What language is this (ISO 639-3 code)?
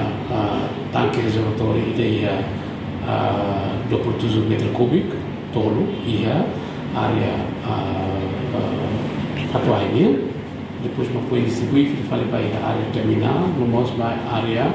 tet